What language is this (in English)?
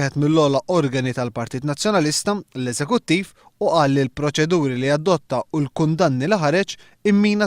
Maltese